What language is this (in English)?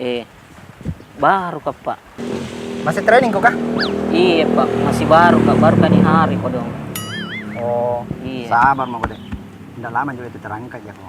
Makassar Malay